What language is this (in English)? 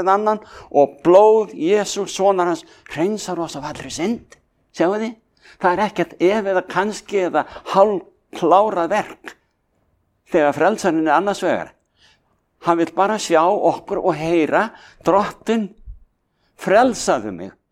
Icelandic